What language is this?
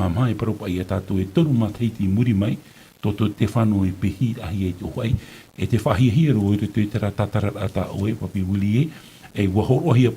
Tahitian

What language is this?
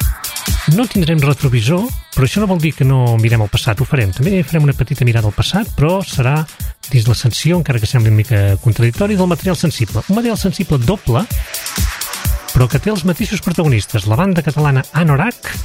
Catalan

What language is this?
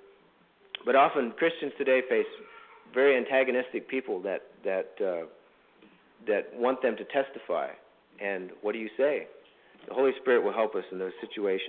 English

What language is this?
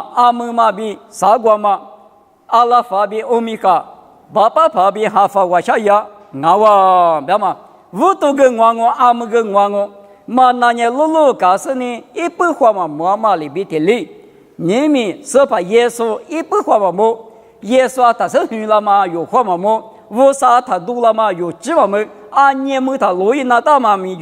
Lisu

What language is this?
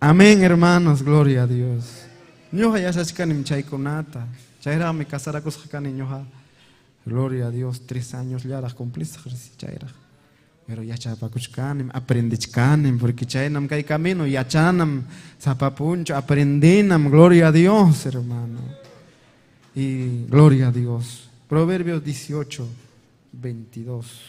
Ayacucho Quechua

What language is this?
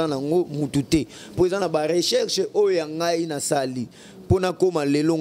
Lingala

